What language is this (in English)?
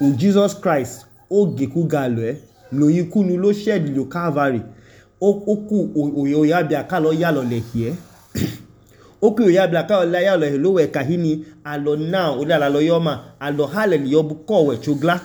Idoma